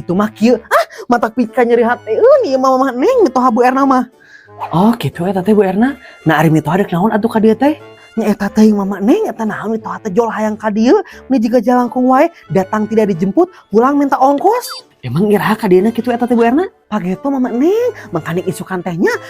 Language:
Sundanese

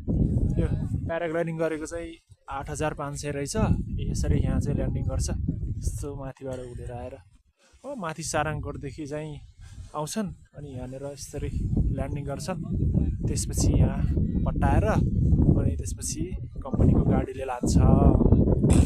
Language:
Nepali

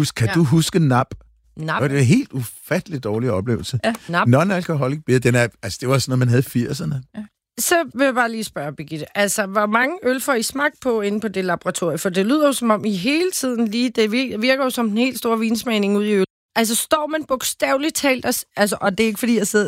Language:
Danish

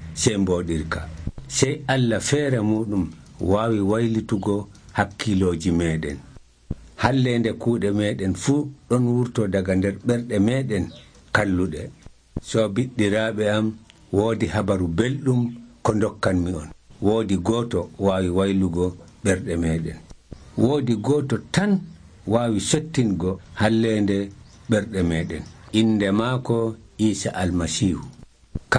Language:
Nigerian Fulfulde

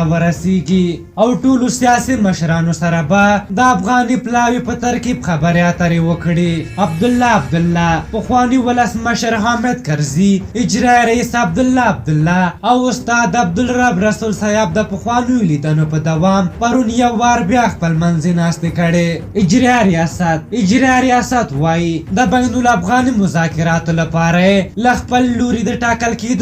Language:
Pashto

